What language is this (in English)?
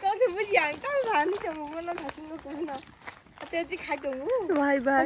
Kok Borok